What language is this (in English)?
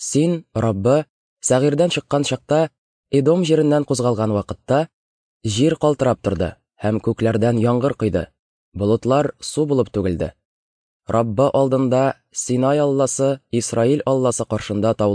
Tatar